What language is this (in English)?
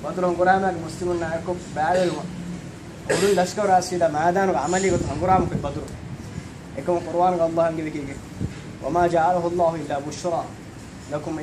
Divehi